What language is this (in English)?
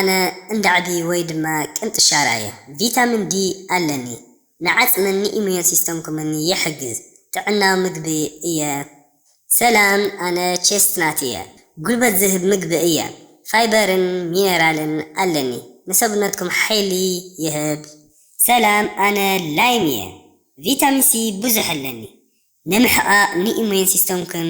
Tigrinya